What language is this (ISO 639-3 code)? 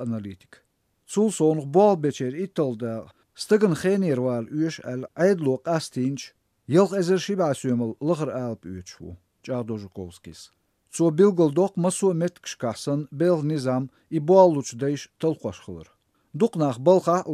che